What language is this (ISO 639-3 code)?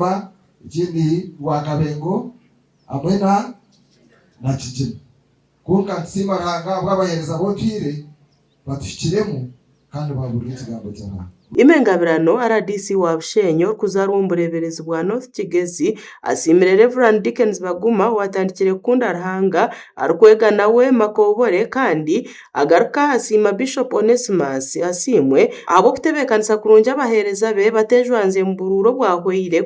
nyn